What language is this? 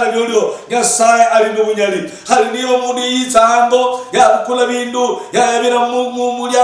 Luyia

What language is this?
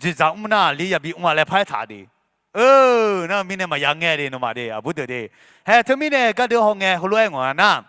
Akha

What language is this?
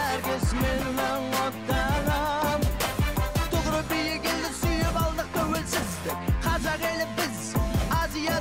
Kazakh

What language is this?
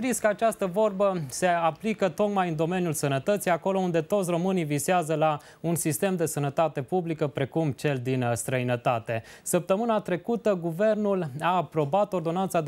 Romanian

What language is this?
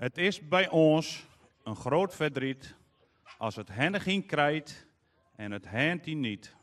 Western Frisian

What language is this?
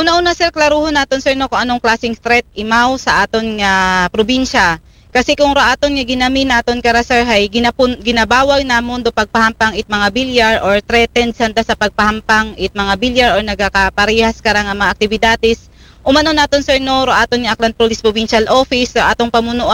Aklanon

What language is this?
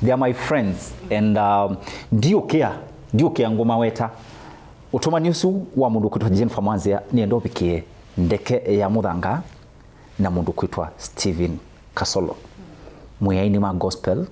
Kamba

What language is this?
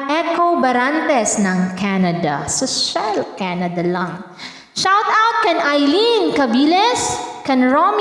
Waray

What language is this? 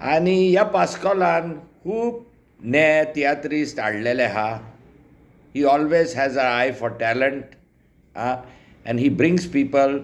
Konkani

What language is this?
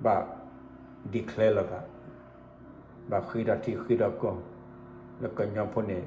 S'gaw Karen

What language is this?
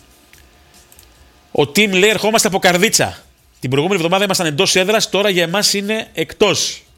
Greek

